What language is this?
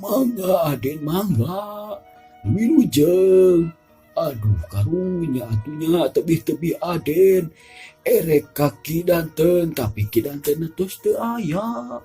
Sundanese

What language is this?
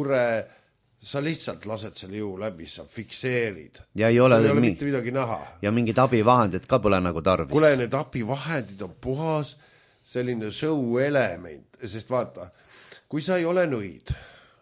Estonian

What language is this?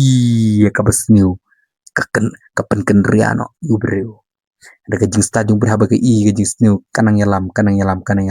Khasi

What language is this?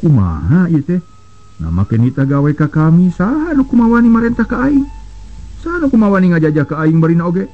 Sundanese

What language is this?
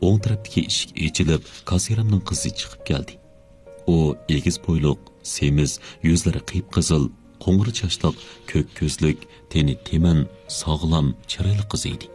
Uyghur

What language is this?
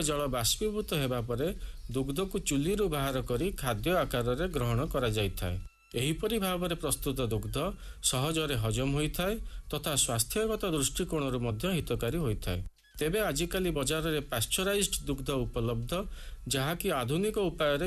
Odia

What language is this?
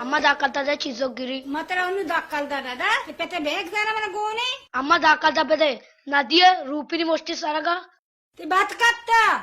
Baluchi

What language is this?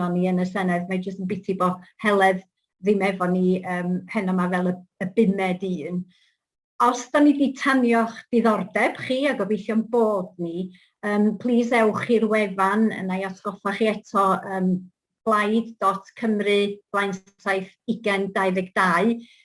Welsh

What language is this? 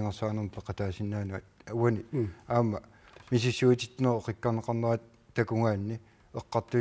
Kalaallisut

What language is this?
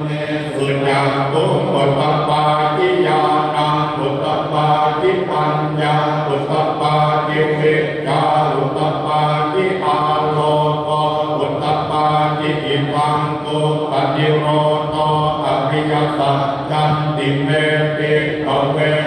Pali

